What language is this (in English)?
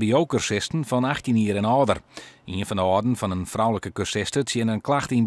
Western Frisian